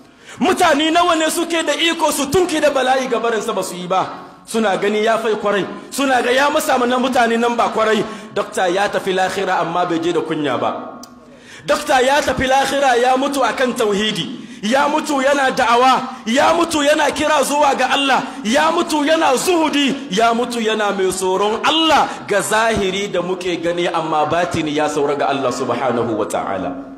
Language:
Hausa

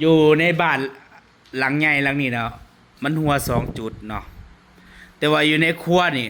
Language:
Northeastern Thai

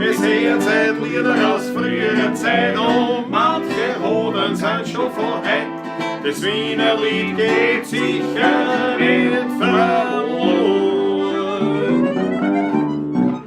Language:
Bavarian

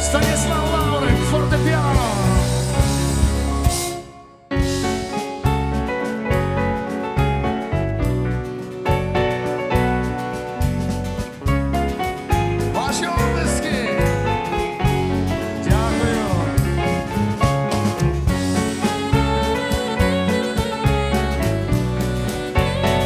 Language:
Ukrainian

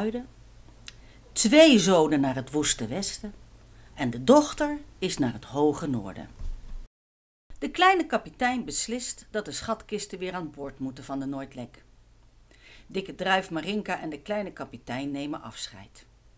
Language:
Dutch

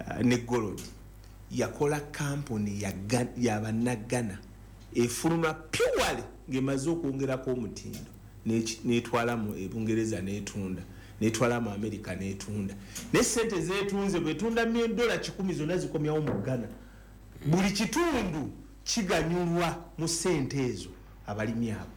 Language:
Ganda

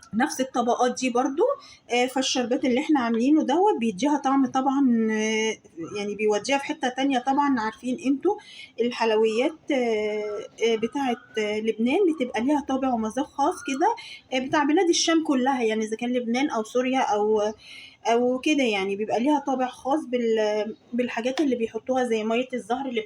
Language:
Egyptian Arabic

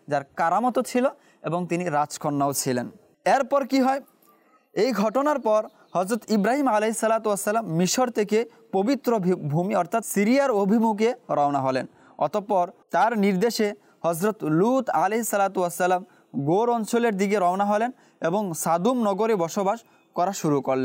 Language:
Bangla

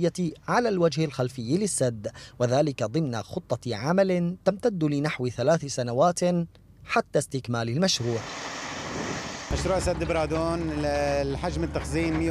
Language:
Arabic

